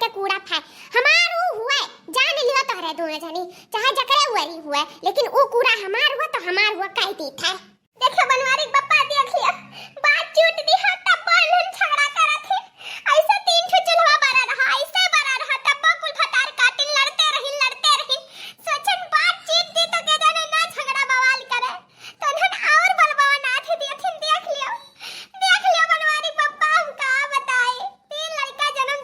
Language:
Awadhi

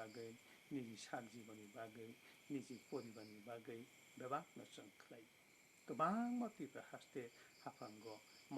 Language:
Kok Borok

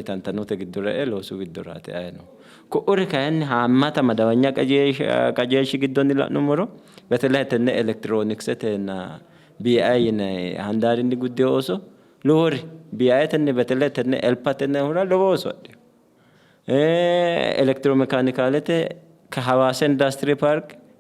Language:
Sidamo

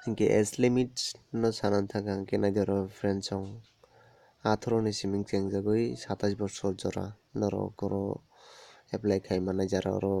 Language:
Kok Borok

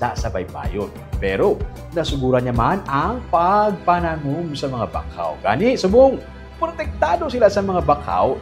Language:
Hiligaynon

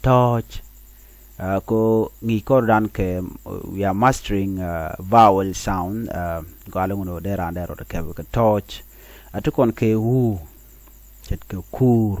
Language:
Nuer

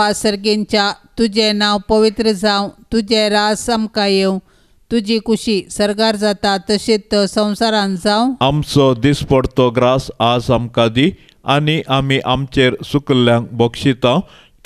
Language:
Konkani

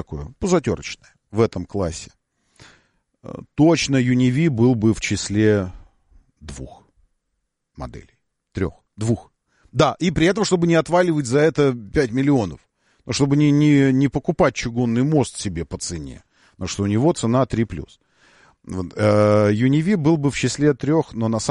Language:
Russian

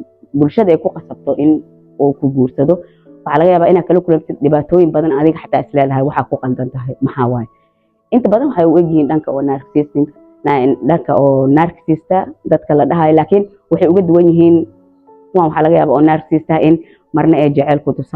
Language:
Somali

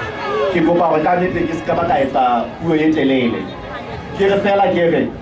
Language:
Southern Sotho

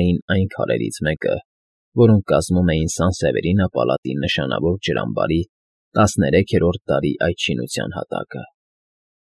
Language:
Armenian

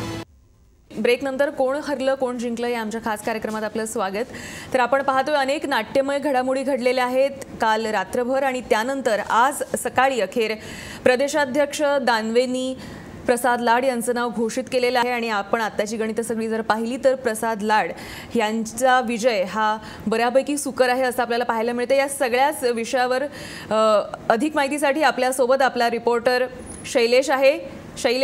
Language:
Marathi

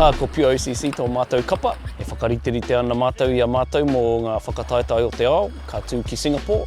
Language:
Māori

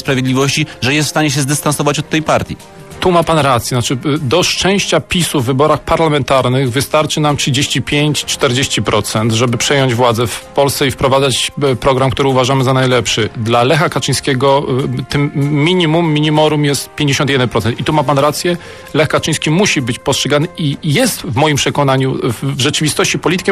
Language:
Polish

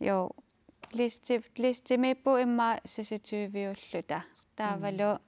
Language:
Kalaallisut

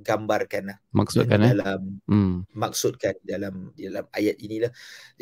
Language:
Malay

